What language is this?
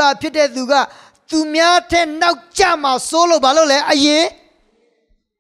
Burmese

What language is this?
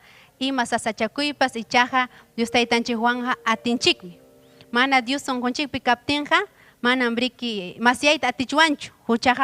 Ayacucho Quechua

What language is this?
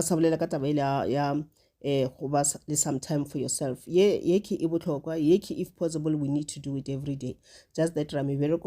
Northern Sotho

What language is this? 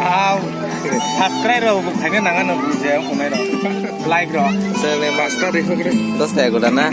Kok Borok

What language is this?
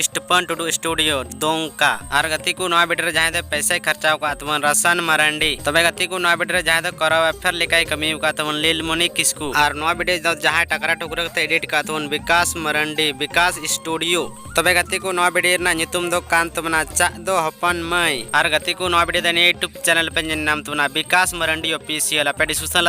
Santali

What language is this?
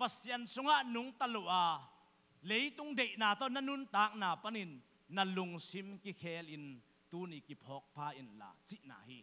Tedim Chin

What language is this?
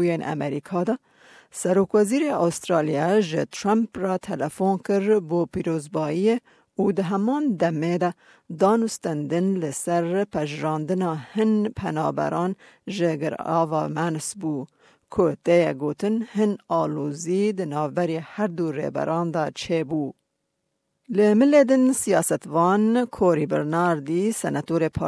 Kurdish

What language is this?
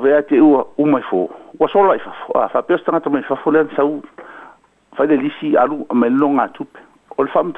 Samoan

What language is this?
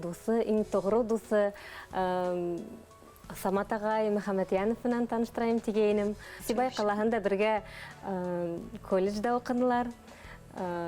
Bashkir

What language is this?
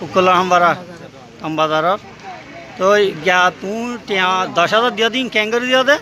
Rohingya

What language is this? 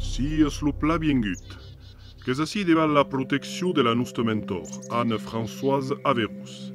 Occitan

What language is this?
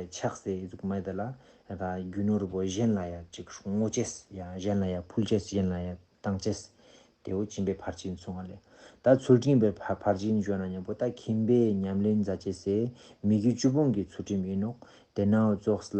Ladakhi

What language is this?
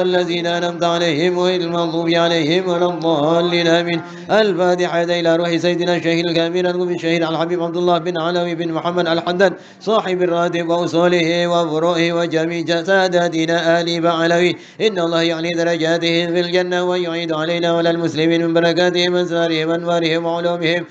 Madurese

